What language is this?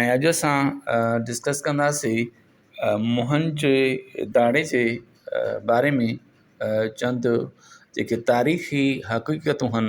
Sindhi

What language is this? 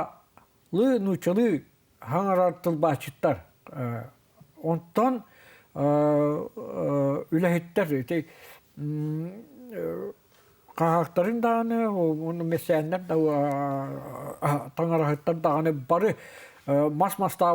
Yakut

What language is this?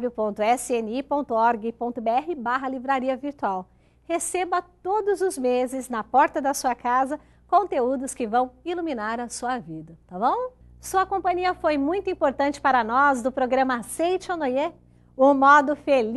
Portuguese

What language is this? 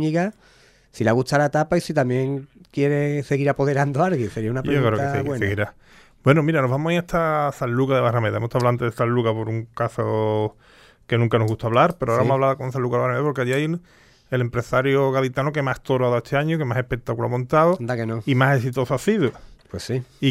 Spanish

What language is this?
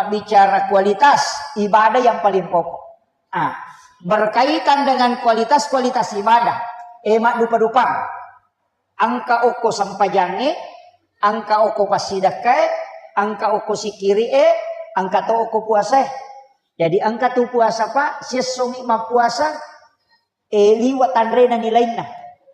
Buginese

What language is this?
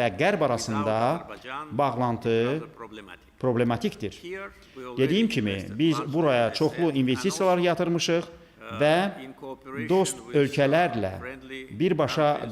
Azerbaijani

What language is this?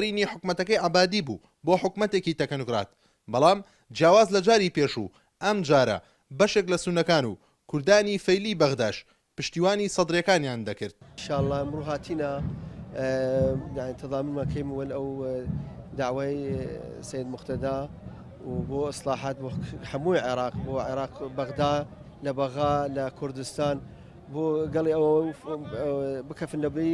Central Kurdish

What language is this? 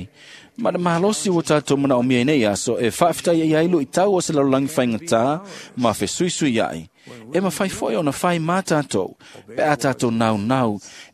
Samoan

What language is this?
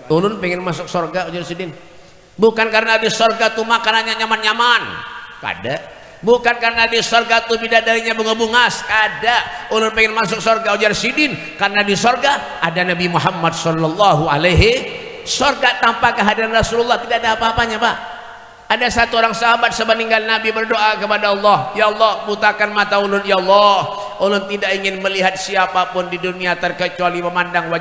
Banjar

